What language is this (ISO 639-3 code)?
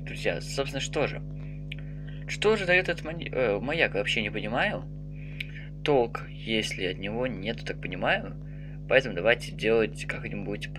rus